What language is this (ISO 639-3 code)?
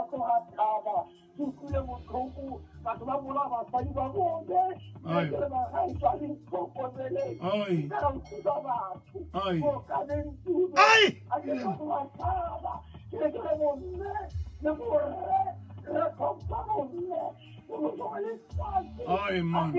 tsn